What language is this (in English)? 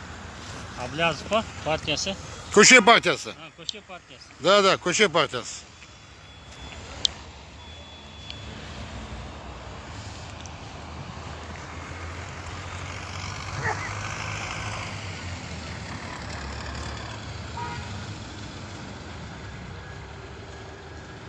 Kazakh